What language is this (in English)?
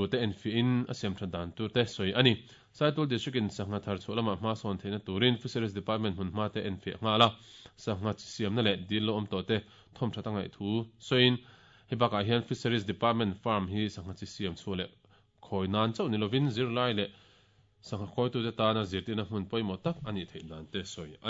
Mizo